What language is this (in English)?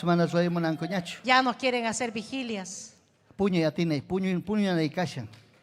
Ayacucho Quechua